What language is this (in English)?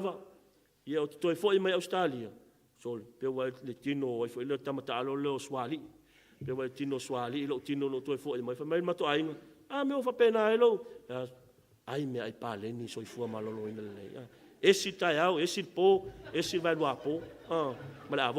Samoan